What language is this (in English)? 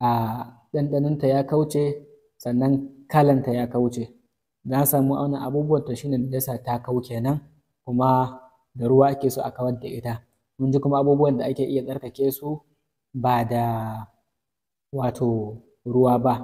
Hausa